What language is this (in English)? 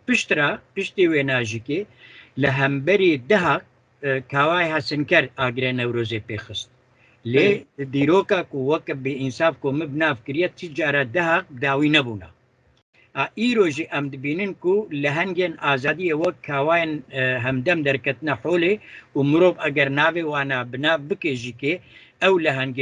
Kurdish